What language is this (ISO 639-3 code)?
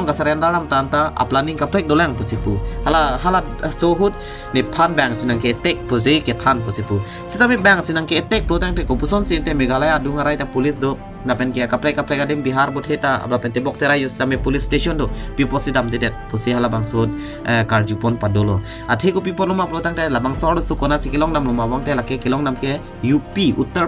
mjw